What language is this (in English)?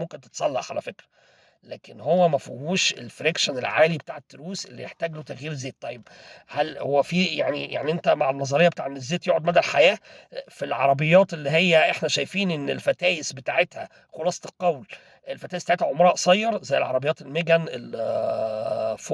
Egyptian Arabic